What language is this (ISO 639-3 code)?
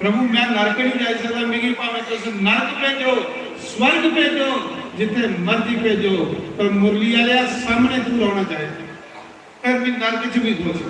doi